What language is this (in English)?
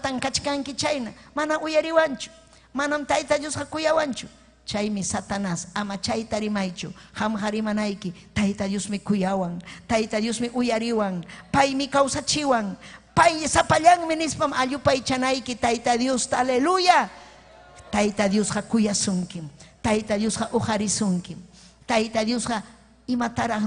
Ayacucho Quechua